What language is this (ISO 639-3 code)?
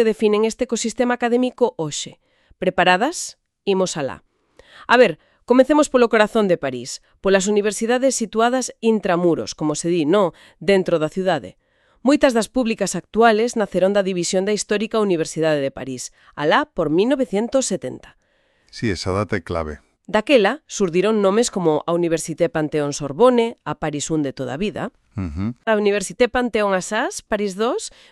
glg